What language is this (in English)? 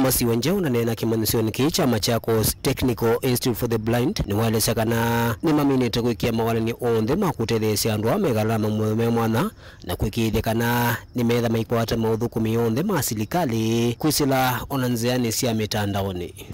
Kamba